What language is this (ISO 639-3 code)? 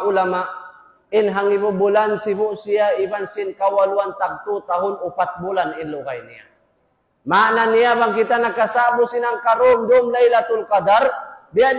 tsg